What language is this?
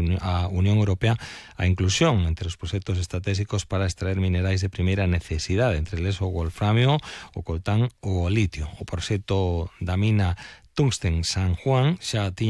Galician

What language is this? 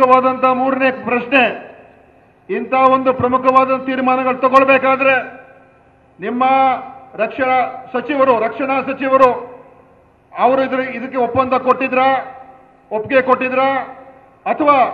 Kannada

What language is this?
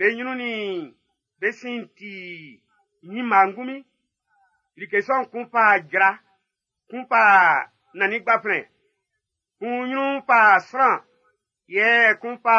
Baoulé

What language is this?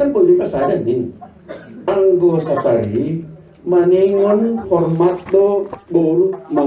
Batak Simalungun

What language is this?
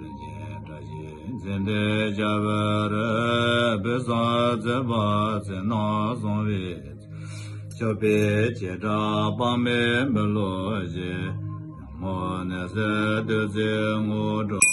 Tibetan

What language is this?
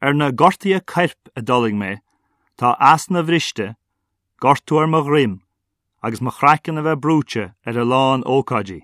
Irish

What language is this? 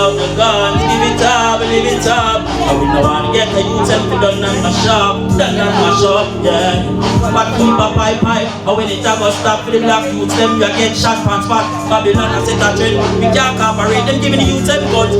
Jamaican Creole English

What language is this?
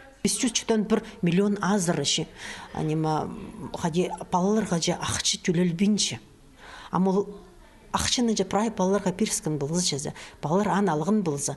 Khakas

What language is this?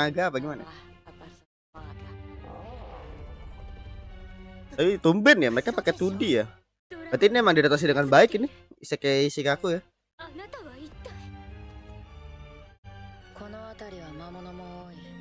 Indonesian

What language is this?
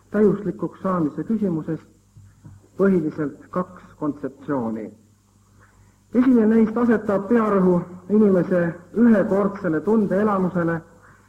Estonian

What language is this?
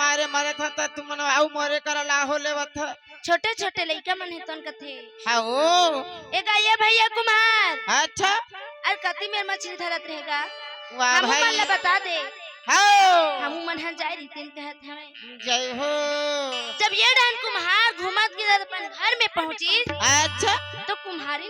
Chhattisgarhi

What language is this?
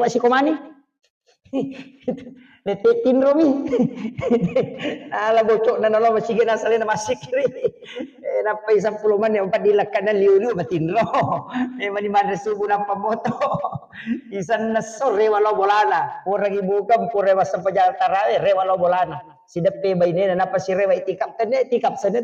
Buginese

